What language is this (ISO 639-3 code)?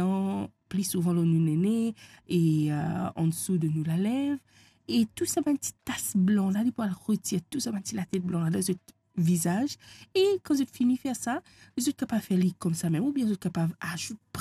mfe